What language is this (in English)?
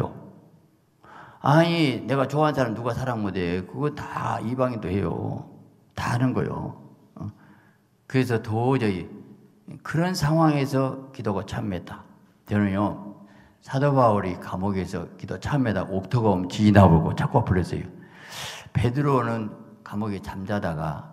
Korean